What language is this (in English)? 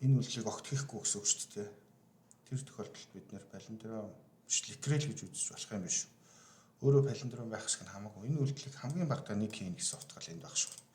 Mongolian